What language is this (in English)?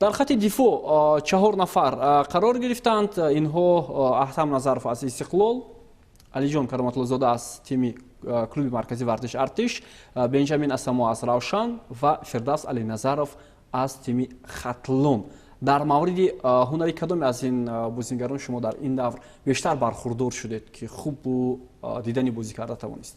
Tajik